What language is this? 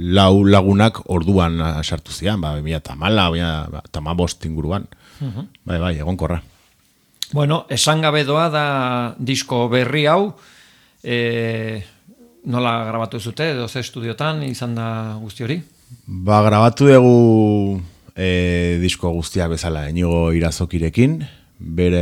Basque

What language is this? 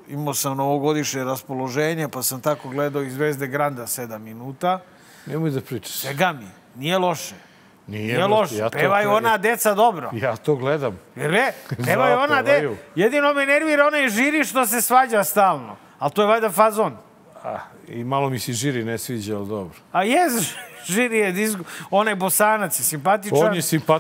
Serbian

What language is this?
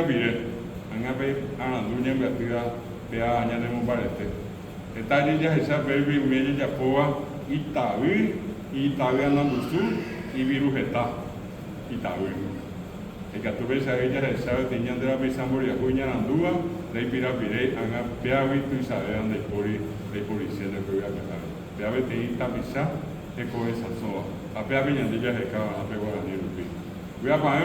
Guarani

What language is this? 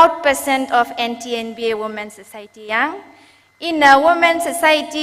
Tangkhul Naga (India)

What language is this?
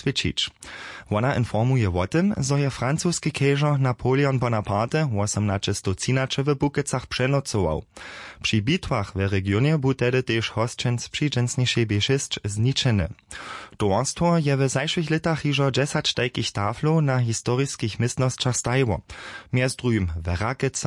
Upper Sorbian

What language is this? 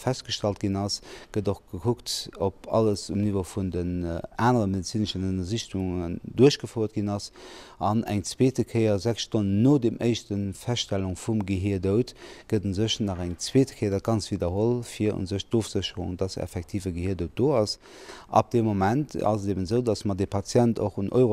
Luxembourgish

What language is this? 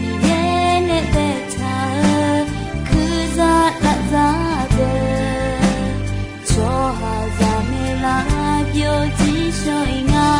Akha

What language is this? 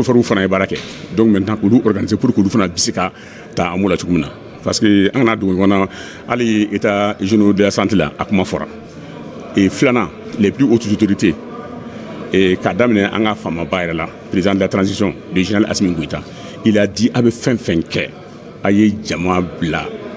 Bambara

